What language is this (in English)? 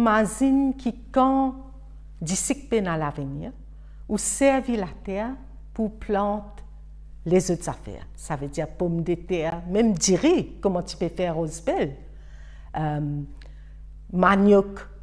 Morisyen